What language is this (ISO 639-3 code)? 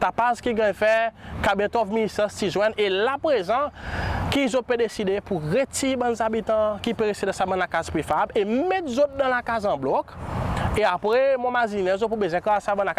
crs